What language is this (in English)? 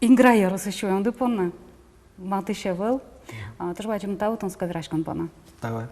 Udmurt